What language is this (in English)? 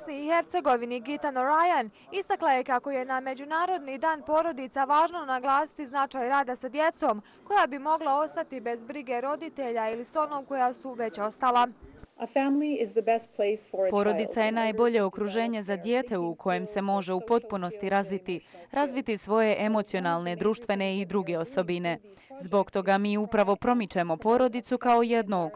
Bosnian